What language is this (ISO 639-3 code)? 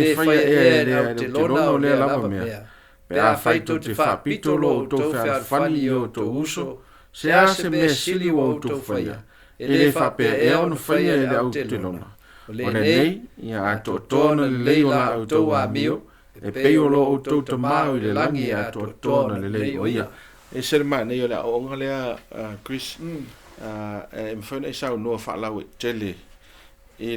smo